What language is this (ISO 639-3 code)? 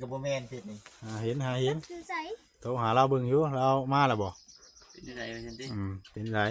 tts